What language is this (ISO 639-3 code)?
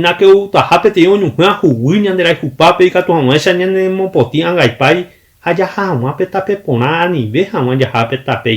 grn